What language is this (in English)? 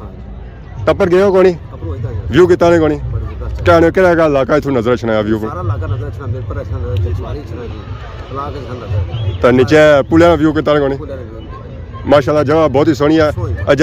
Pahari-Potwari